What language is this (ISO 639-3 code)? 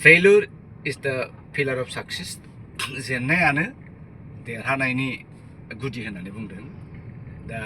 brx